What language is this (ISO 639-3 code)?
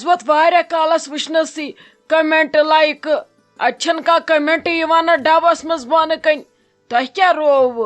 kas